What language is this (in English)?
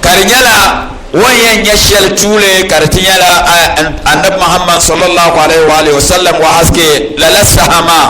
Dagbani